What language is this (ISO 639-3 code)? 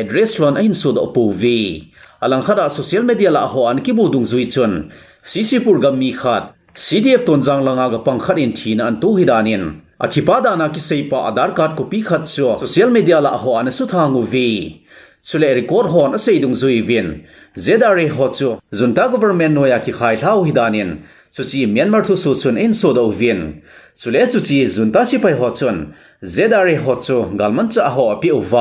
tcz